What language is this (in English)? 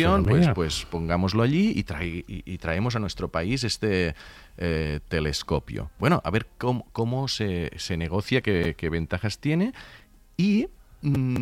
Spanish